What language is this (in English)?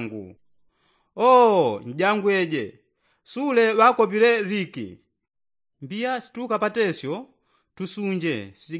Yao